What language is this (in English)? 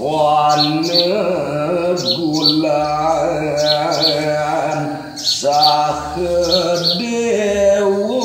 Balinese